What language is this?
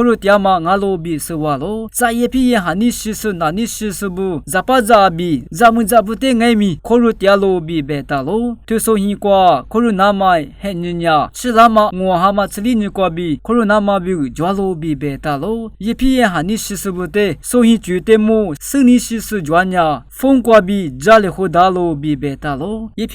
Lisu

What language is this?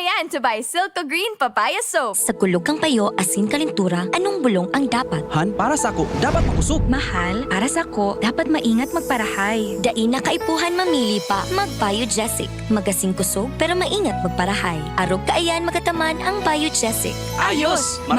Bikol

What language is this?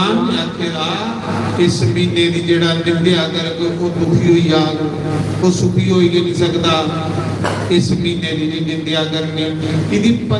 Dogri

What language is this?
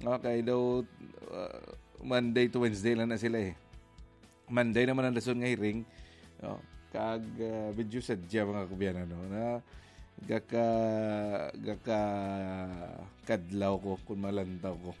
Hiligaynon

